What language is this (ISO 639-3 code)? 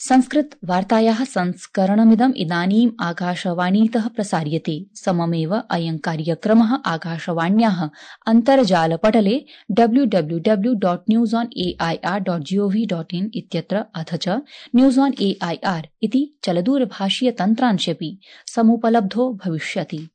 san